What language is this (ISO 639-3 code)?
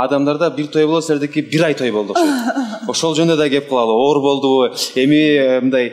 kir